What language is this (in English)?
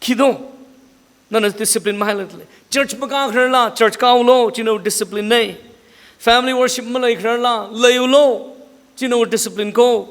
Tangkhul Naga (India)